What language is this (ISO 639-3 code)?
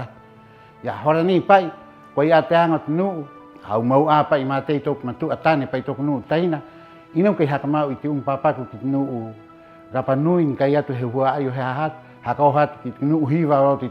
rap